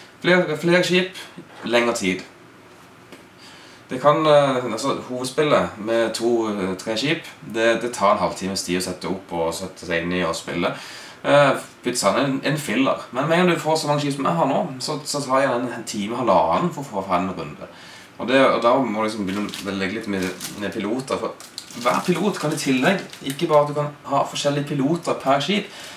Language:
Norwegian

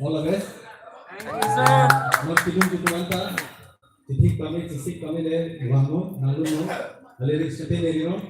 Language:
Karbi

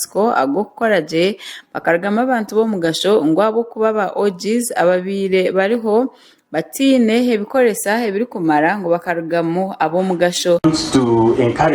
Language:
Nyankole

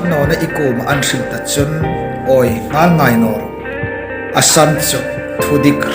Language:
Hmar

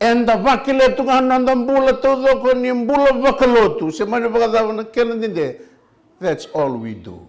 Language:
Fijian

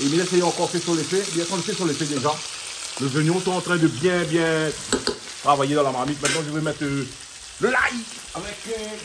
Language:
Réunion Creole French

